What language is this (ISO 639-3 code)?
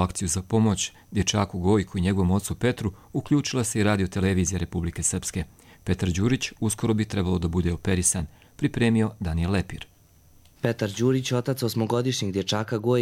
hrv